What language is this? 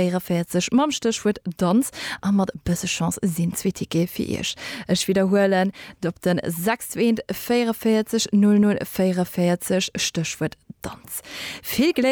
Luxembourgish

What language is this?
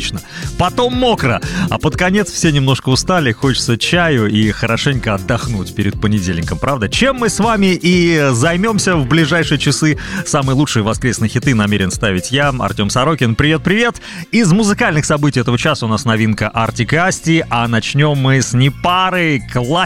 Russian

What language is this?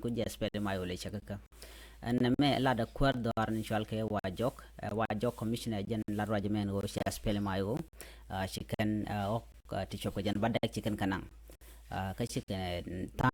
Nuer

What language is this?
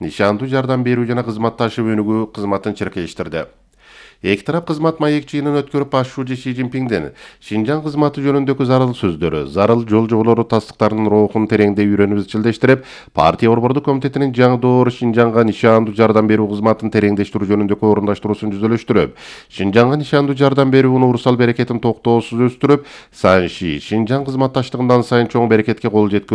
Kyrgyz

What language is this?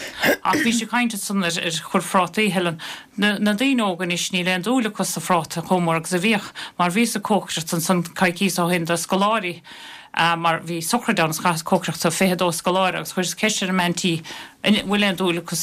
Irish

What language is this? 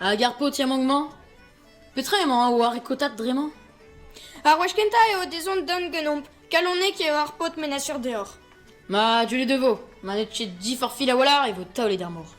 Breton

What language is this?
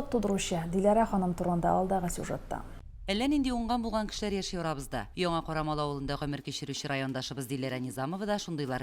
Tatar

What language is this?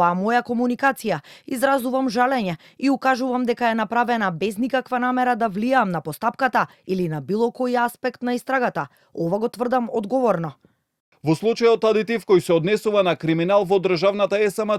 Macedonian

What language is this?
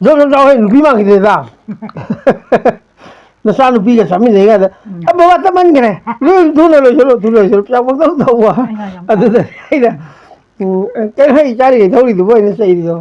Manipuri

